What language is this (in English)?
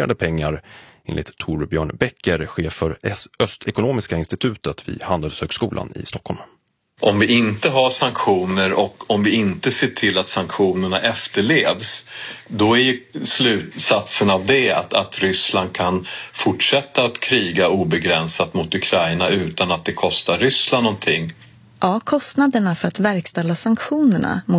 Swedish